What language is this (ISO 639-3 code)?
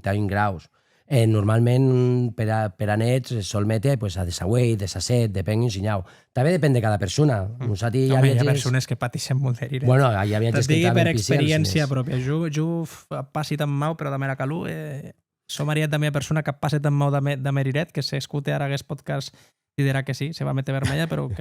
oci